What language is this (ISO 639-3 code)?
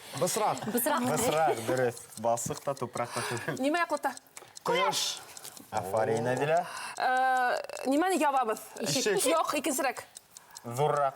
bak